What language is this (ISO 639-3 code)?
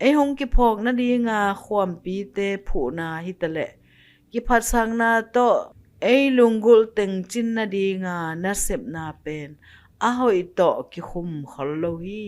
ctd